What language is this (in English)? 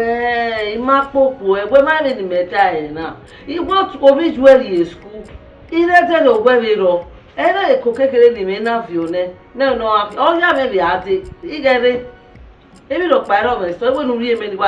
Bini